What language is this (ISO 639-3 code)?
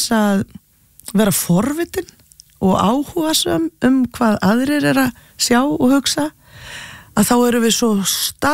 isl